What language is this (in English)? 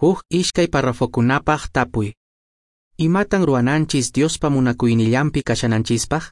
Quechua